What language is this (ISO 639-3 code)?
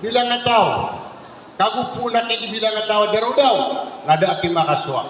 mrw